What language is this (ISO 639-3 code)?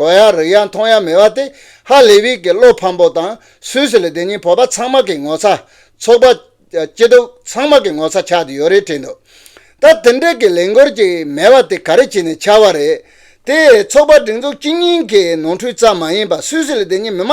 bod